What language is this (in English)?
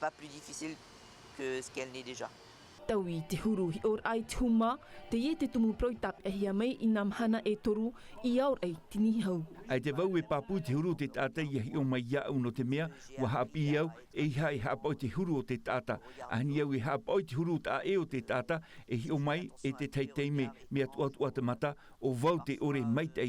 Tahitian